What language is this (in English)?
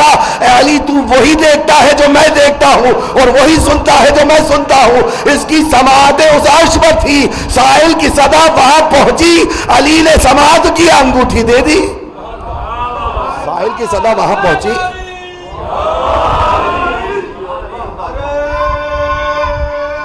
Hindi